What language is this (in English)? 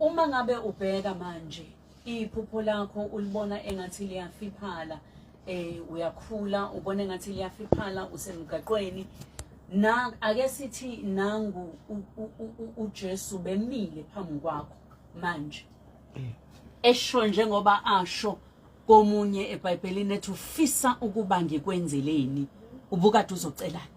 Zulu